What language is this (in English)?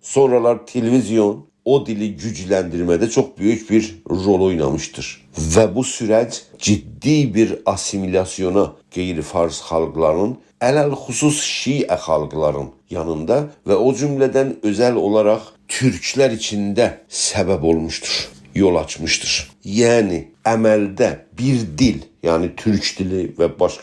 South Azerbaijani